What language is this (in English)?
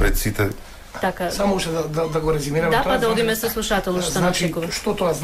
Macedonian